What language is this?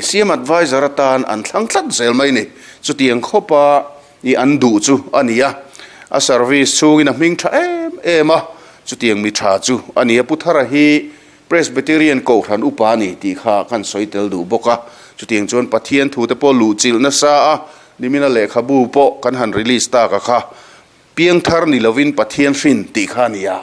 Mizo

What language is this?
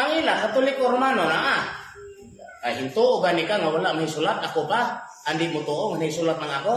Cebuano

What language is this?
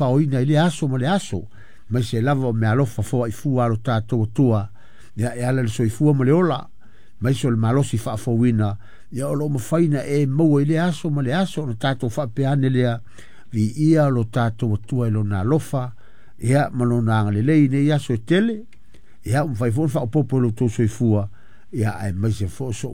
Samoan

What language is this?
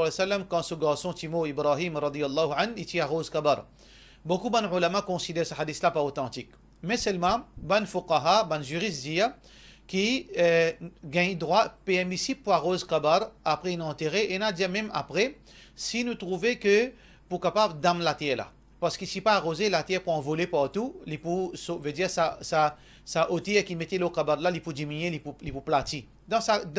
Morisyen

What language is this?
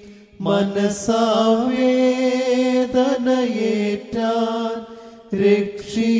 Malayalam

